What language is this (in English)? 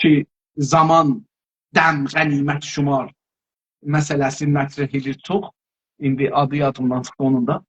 South Azerbaijani